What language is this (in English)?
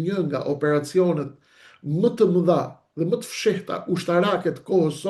Albanian